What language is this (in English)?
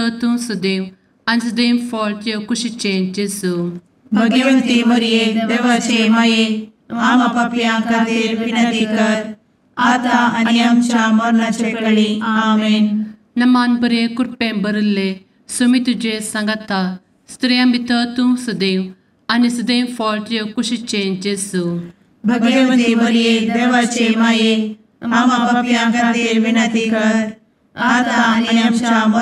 Konkani